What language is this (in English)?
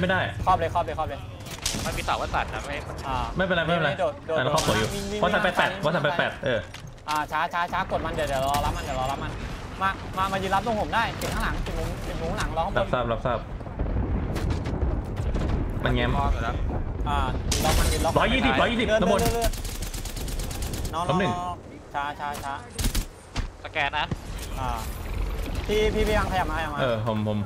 Thai